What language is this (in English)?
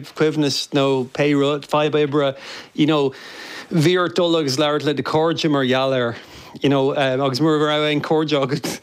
Irish